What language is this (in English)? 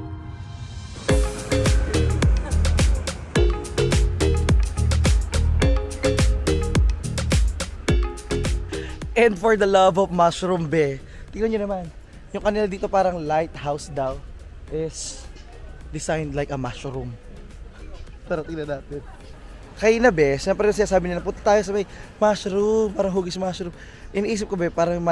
Filipino